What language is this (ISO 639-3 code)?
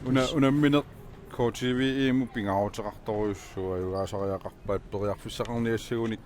kal